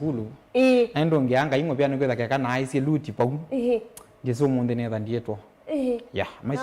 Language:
Kamba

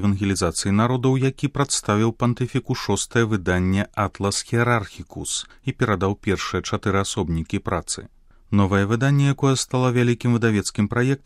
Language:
Belarusian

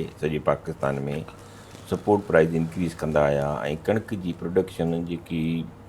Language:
Sindhi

